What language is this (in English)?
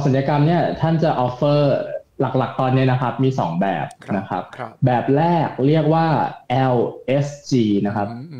Thai